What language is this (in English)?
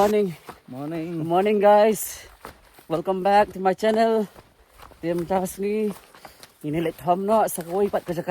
Khasi